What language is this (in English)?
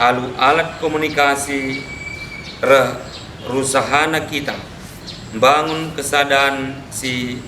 Batak Karo